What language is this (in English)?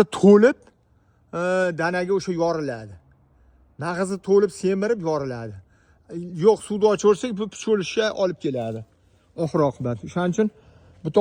Uzbek